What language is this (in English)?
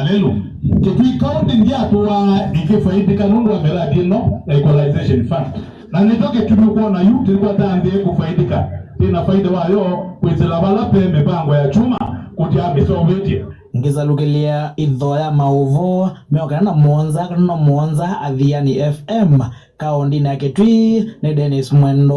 Kamba